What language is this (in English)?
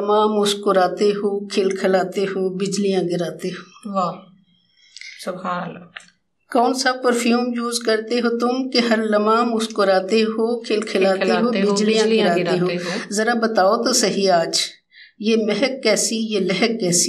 Urdu